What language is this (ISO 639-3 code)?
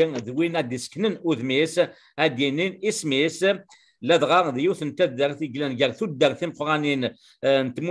kab